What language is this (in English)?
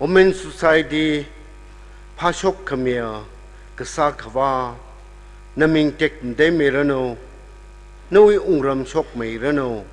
Tangkhul Naga (India)